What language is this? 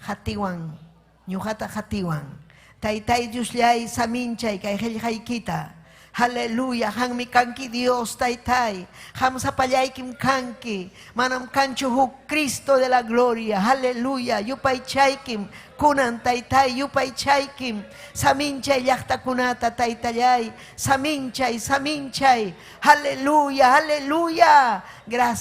Ayacucho Quechua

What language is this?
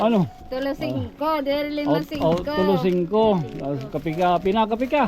Waray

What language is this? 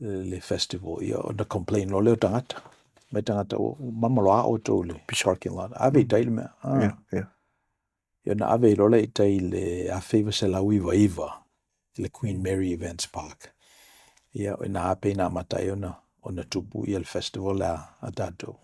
Samoan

